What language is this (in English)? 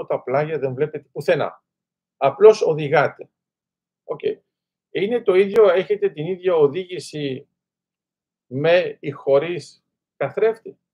Greek